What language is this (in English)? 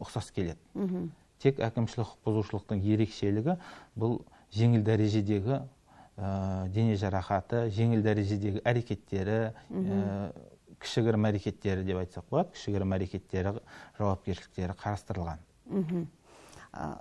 Kazakh